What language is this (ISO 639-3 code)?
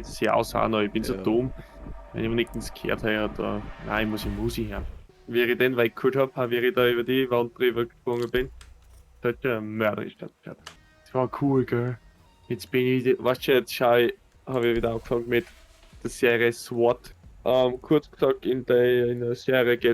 bar